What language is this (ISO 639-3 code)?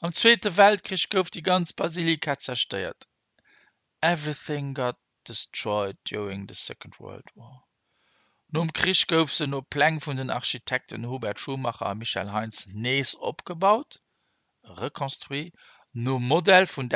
ltz